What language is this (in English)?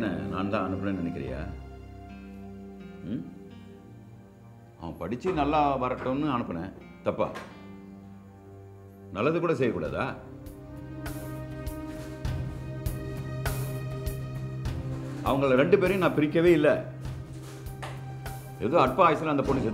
Tamil